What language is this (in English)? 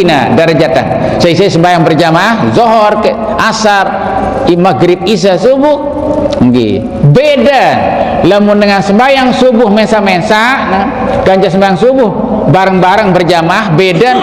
Sasak